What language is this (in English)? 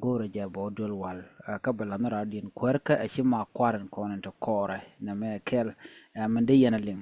Nuer